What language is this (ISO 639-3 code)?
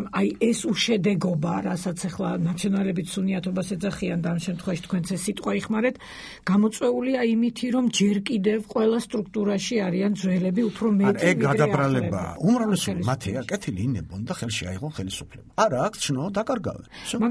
kat